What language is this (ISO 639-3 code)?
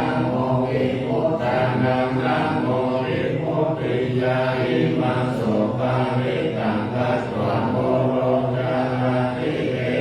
pli